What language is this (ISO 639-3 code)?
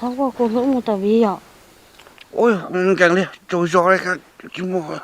hmn